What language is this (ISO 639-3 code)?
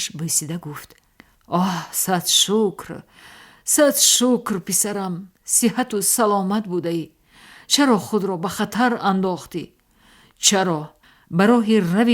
tgk